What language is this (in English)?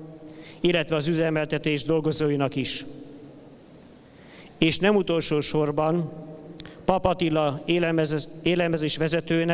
Hungarian